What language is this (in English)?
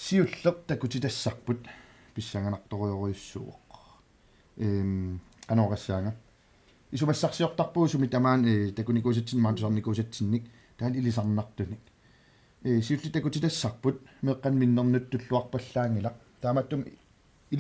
Kalaallisut